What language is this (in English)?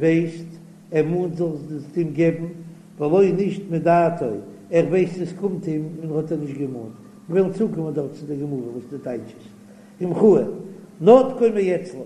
Yiddish